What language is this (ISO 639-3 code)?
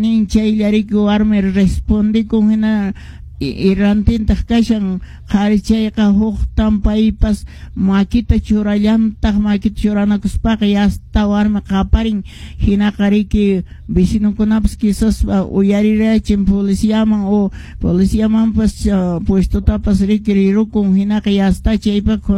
que